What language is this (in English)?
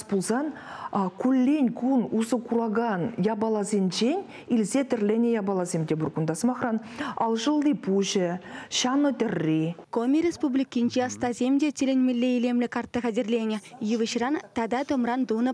Chuvash